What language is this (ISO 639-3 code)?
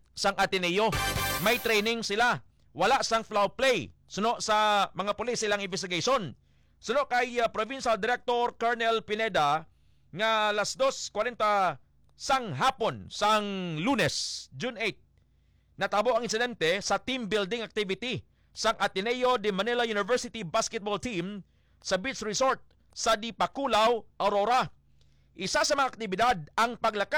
hil